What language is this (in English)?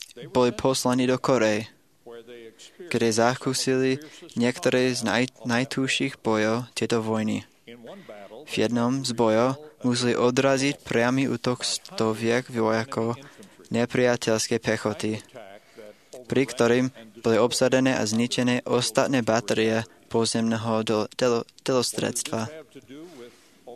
Slovak